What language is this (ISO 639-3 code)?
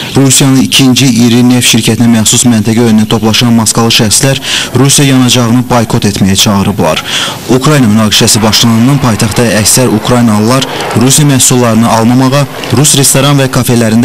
aze